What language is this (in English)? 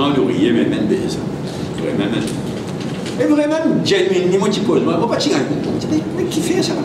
Morisyen